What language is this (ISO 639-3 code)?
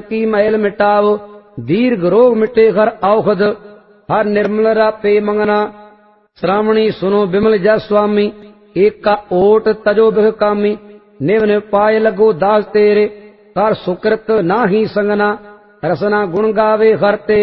pan